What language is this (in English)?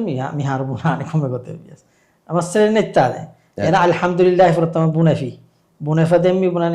Divehi